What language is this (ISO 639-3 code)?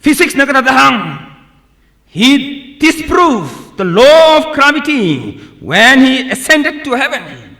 nmf